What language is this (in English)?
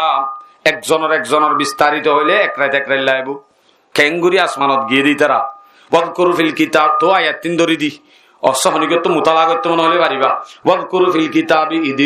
Rohingya